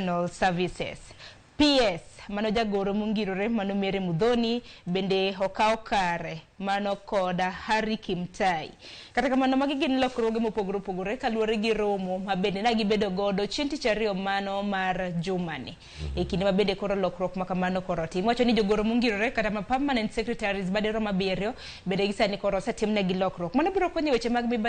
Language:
Luo (Kenya and Tanzania)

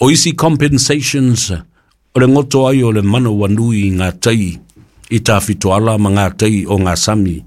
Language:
Samoan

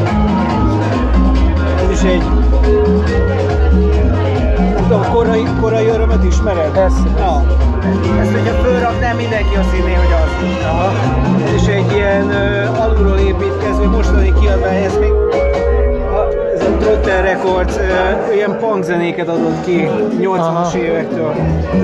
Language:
Hungarian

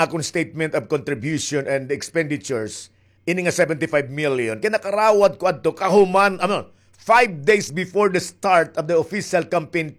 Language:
Waray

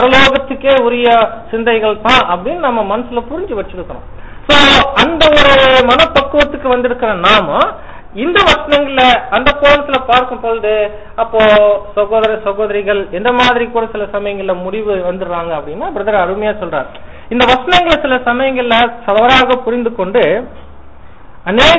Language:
Tamil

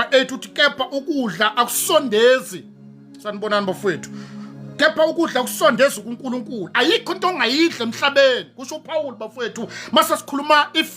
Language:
Zulu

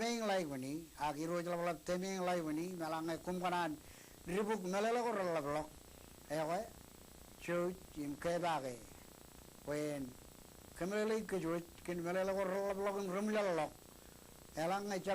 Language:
Marshallese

